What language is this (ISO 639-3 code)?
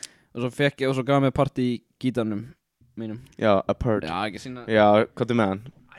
isl